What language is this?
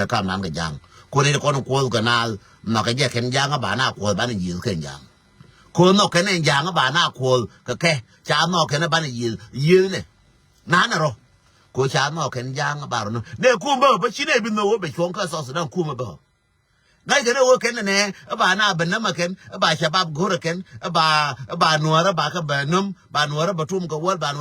Nuer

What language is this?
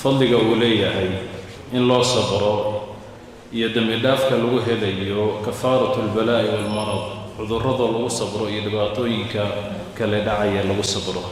Somali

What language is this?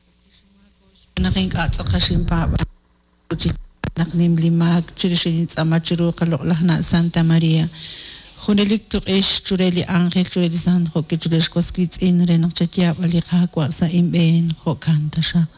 Kekchí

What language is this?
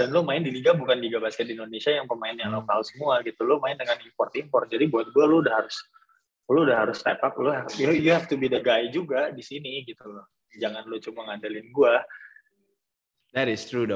Indonesian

